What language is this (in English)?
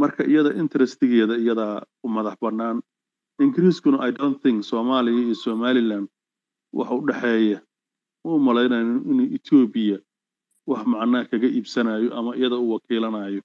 Somali